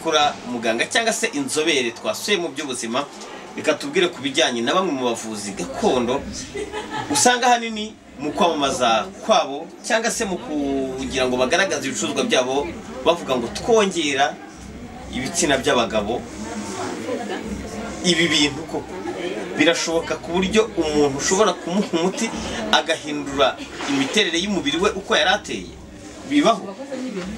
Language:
Kinyarwanda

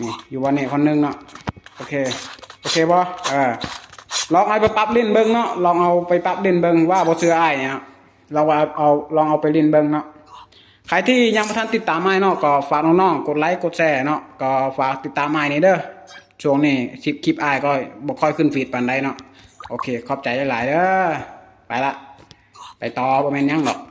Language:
Lao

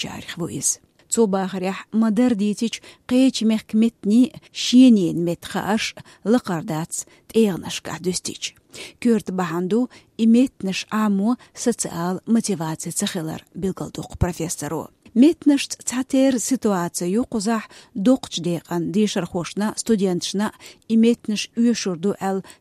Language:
Chechen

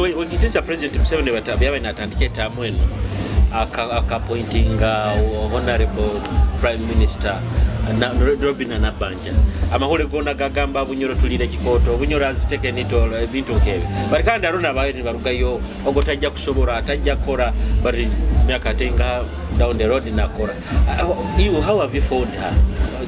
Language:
Nyoro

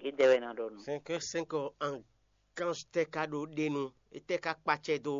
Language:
Fon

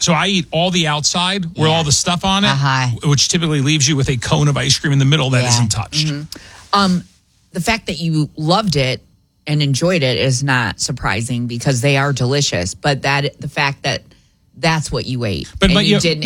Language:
English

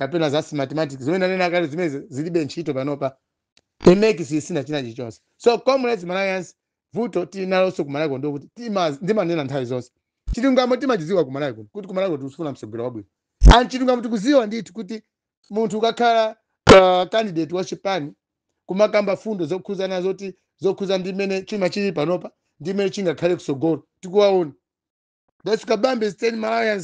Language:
Nyanja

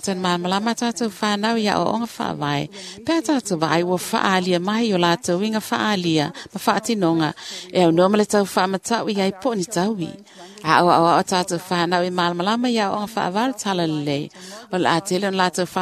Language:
Samoan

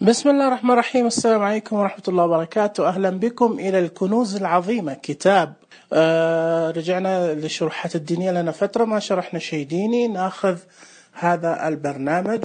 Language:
Najdi Arabic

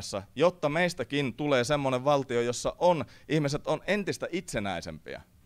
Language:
Finnish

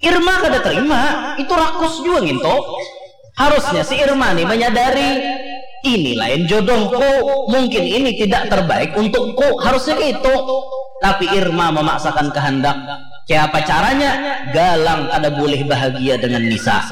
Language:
Banjar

